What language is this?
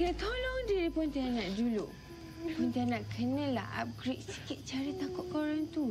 Malay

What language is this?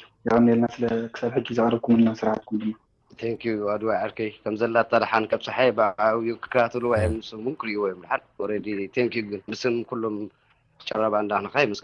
Tigrinya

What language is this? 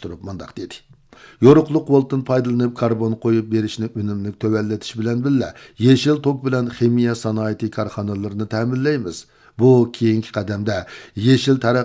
Uyghur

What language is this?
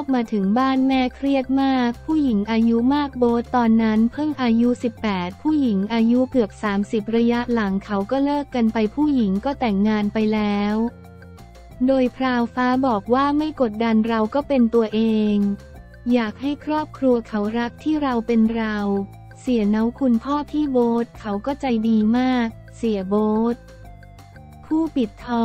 Thai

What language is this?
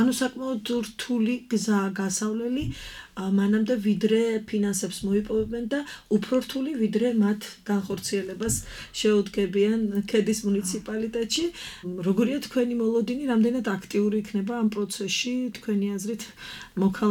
Georgian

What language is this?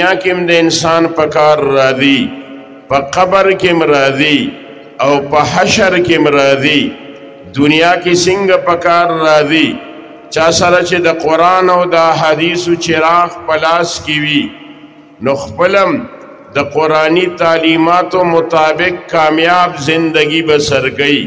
Pashto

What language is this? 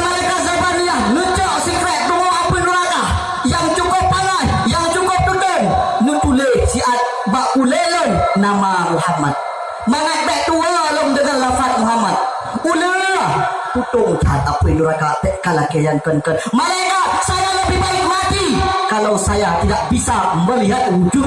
Achinese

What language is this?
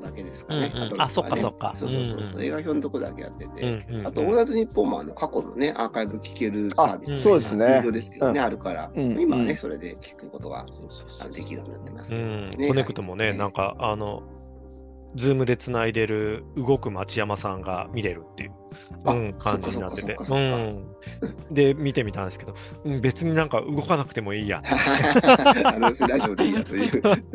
Japanese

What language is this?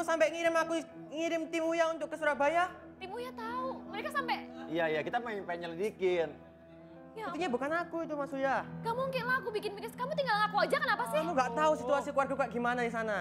Indonesian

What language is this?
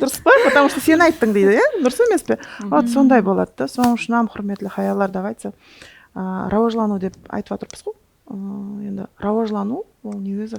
Kara-Kalpak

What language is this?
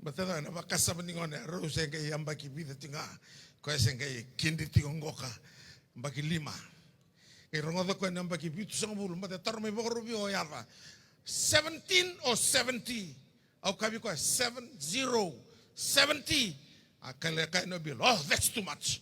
Fijian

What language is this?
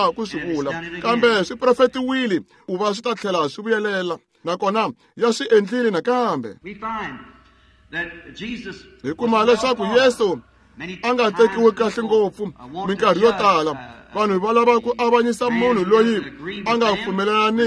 Tsonga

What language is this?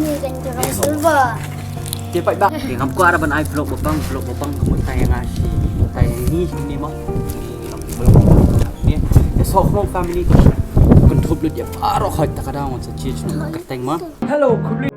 Khasi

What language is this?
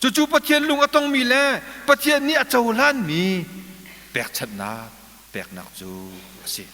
Hakha Chin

